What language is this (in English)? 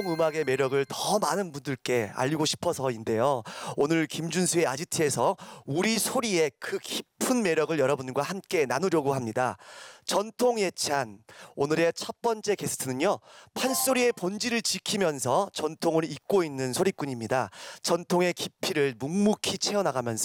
Korean